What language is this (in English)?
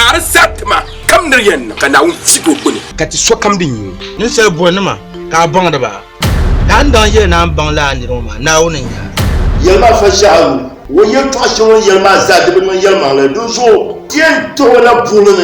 Dagbani